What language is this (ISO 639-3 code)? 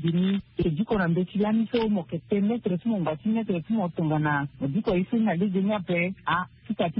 sag